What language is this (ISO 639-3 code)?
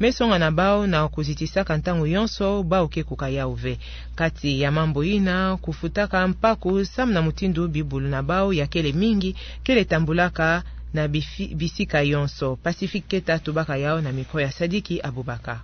ktu